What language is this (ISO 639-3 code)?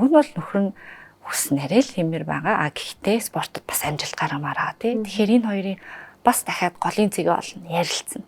mon